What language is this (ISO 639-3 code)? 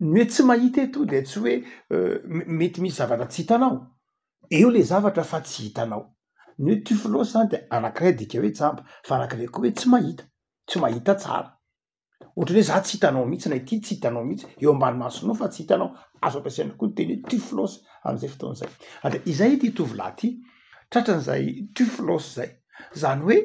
mlg